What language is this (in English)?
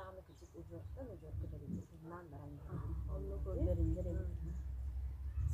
Yakut